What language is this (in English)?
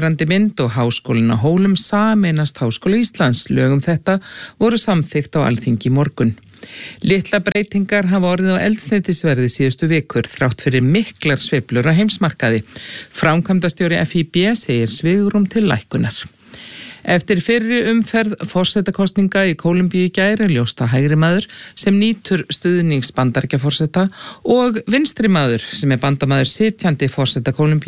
Icelandic